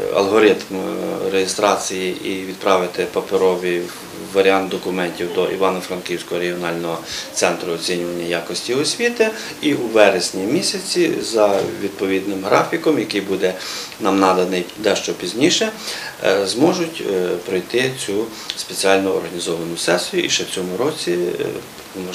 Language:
Ukrainian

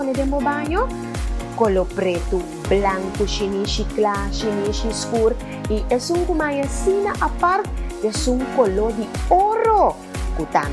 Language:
Papiamento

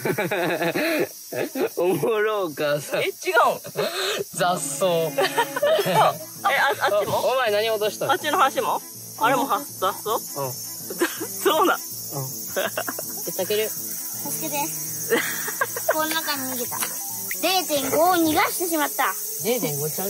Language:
Japanese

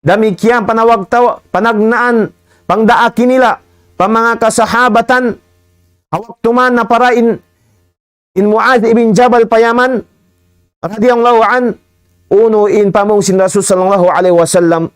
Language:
Tausug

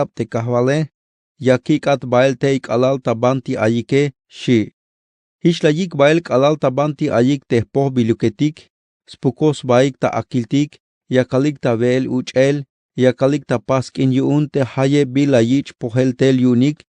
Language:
Tzeltal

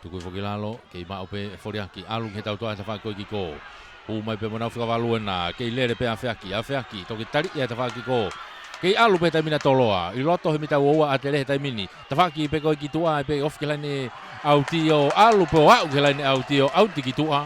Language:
Tongan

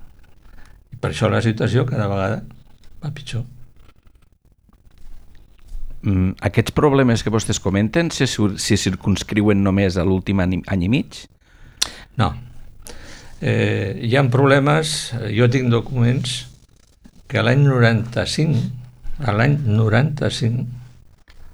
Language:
Catalan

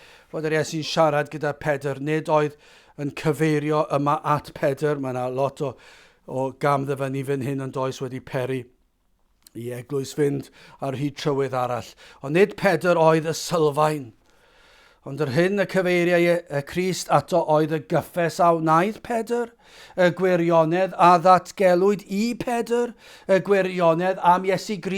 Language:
Welsh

